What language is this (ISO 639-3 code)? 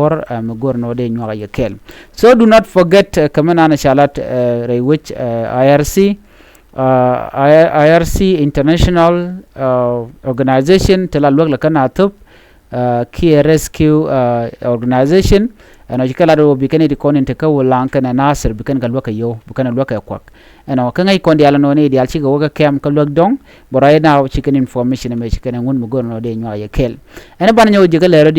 nus